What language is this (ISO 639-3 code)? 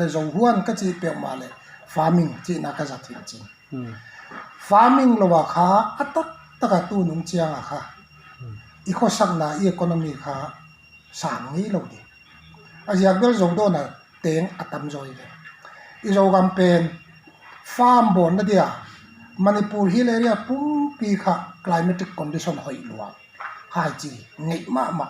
pck